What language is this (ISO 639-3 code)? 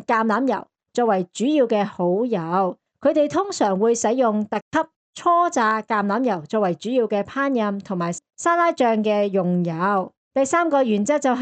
yue